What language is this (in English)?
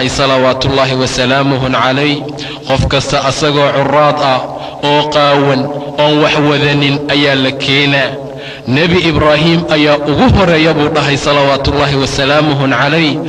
Somali